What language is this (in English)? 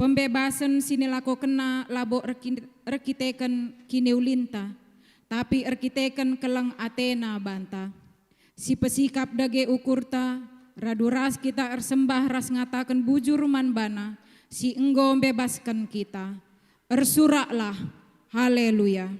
Batak Karo